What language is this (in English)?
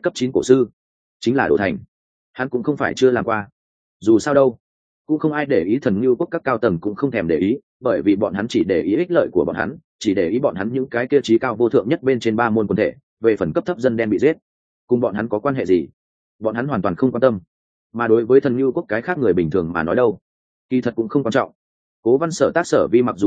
Vietnamese